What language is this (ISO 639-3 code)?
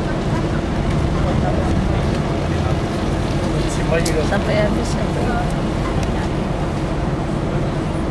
ind